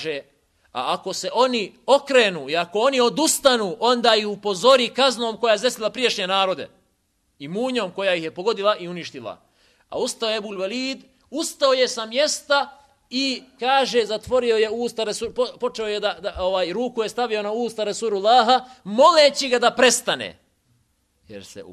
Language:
Bosnian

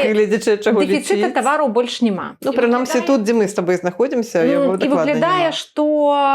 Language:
Belarusian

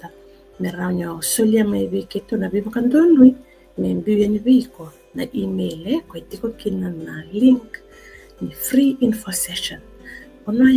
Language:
Fijian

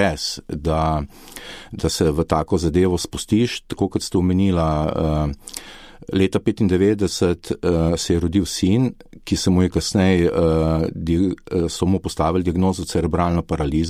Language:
Slovenian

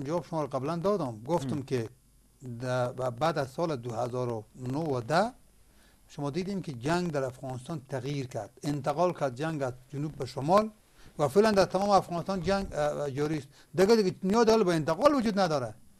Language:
Persian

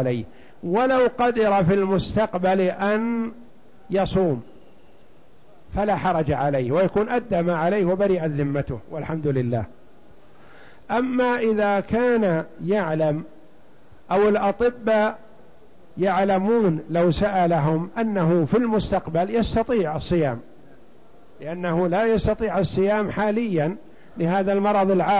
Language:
Arabic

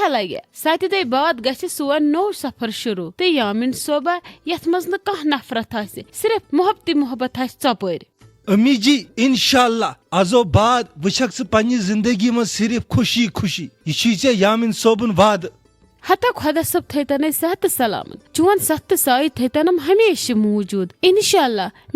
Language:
Kashmiri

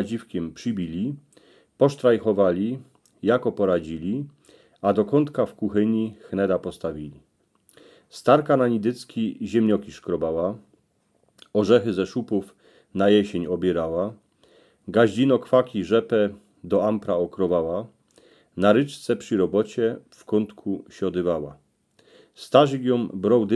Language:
Silesian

